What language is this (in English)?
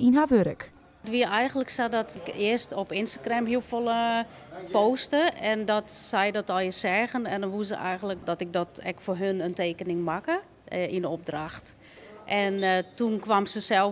Western Frisian